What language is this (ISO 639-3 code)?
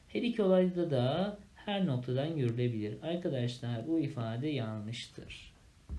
tur